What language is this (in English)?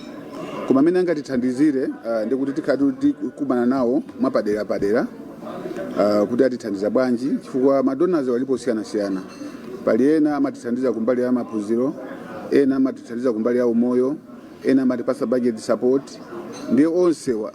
Nyanja